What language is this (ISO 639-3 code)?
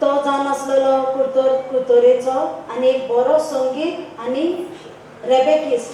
kok